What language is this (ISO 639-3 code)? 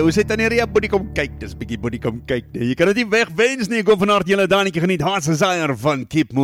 afr